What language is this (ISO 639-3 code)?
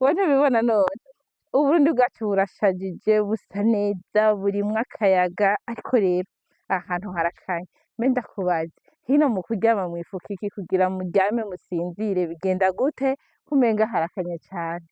run